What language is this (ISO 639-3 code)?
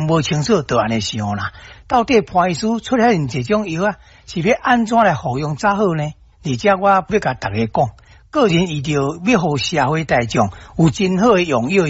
nan